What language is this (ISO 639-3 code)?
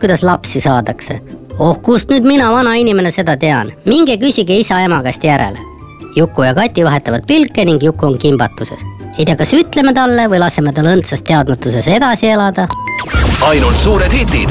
est